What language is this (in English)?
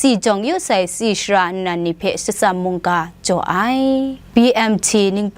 Kachin